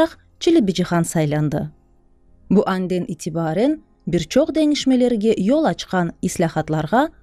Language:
Crimean Tatar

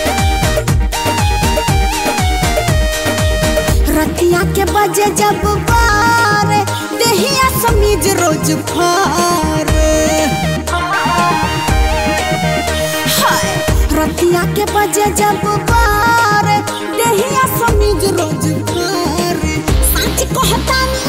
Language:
Bhojpuri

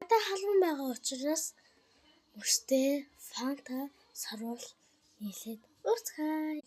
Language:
Mongolian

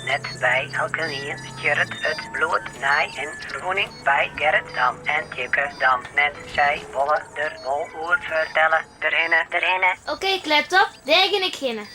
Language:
Western Frisian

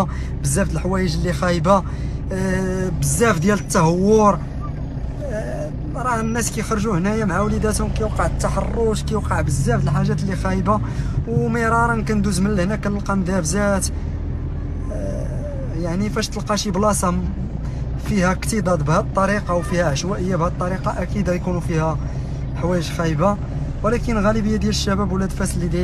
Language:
Moroccan Arabic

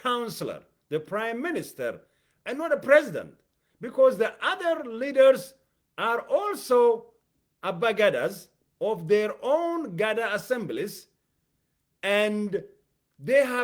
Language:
English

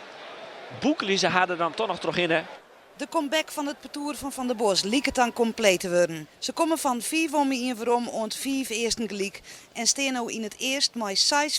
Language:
Western Frisian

